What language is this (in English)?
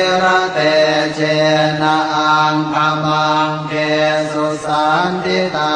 Pali